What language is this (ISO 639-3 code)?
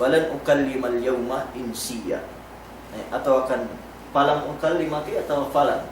yka